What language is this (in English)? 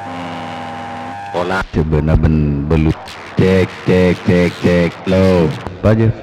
Madurese